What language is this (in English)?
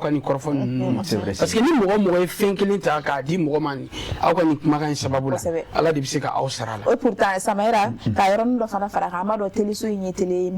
Bambara